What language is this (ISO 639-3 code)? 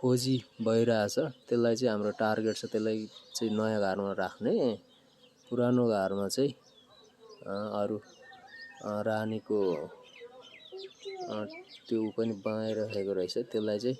nep